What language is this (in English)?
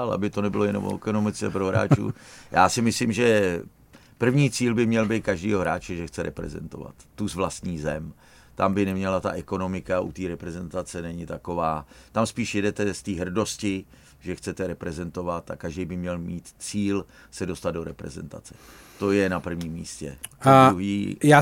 Czech